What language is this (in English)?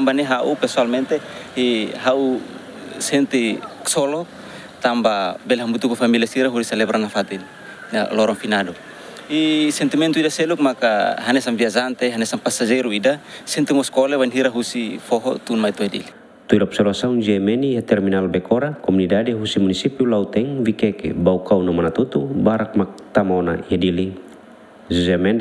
Tetum